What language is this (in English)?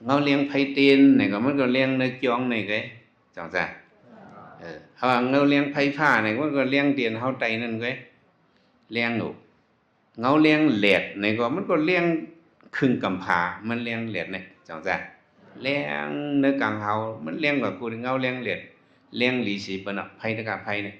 Shan